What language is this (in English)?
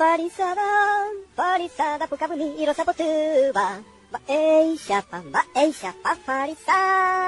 Guarani